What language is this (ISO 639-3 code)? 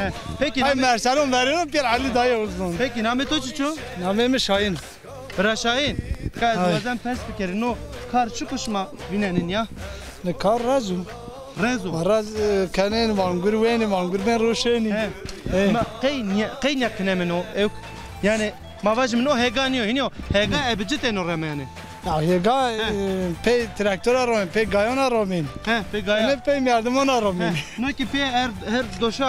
zza